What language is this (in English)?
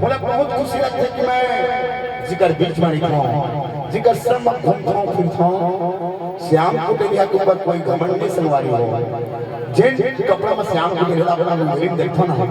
Chhattisgarhi